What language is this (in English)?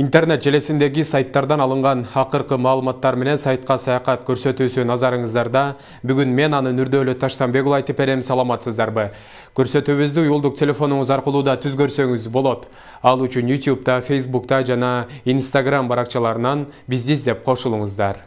Kyrgyz